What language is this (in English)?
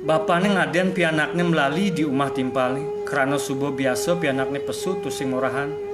Balinese